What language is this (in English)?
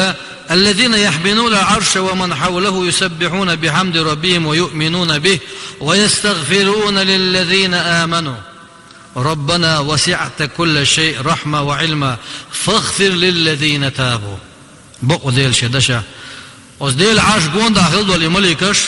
Chechen